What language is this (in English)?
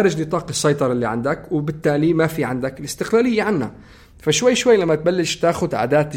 North Levantine Arabic